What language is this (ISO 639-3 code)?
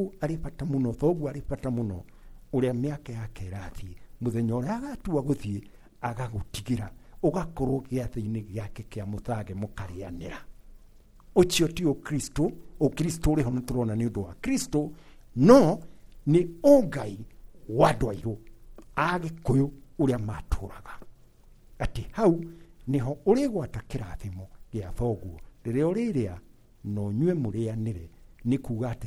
kik